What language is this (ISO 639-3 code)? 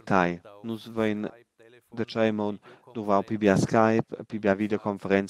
roh